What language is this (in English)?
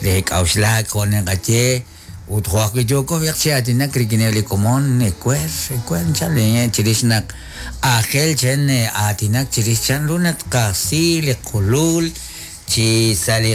Kekchí